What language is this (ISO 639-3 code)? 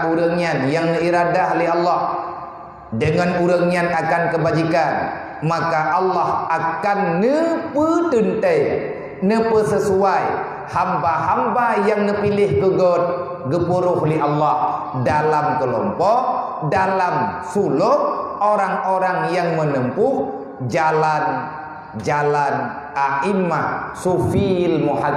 ace